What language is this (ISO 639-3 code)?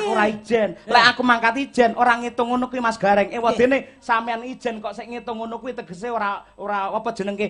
jav